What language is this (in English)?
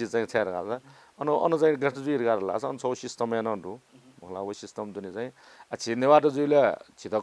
Newari